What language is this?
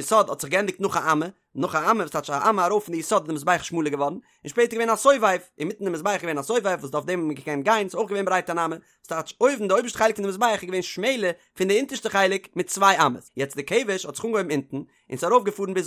Yiddish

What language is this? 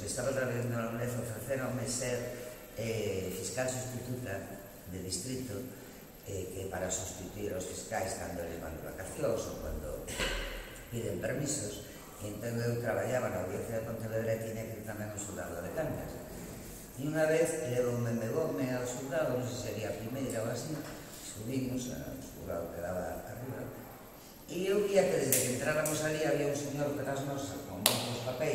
Galician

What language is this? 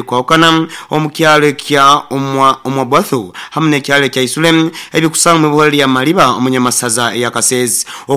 Nyoro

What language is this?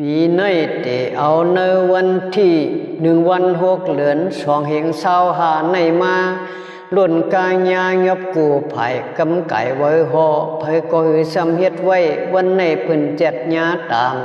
Shan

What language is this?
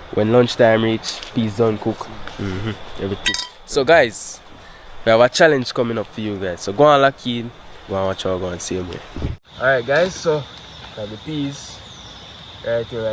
Jamaican Creole English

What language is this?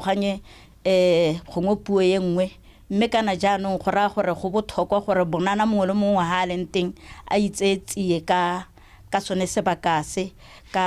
Tswana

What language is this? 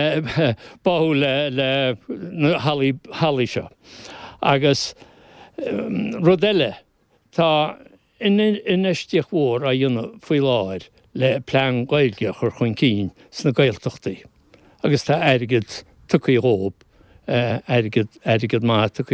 Irish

